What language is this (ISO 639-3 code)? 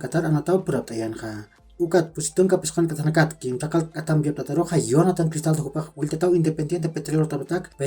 aym